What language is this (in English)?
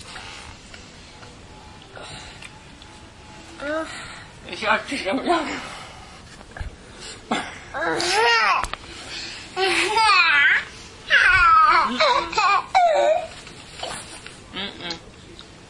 Estonian